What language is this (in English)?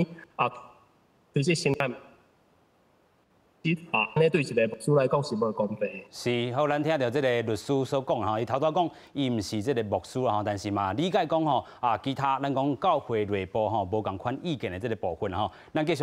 Min Nan Chinese